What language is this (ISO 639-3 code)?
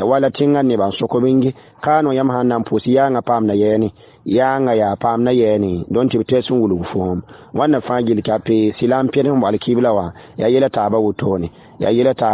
mos